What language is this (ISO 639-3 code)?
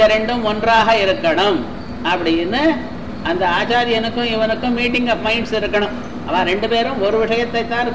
tam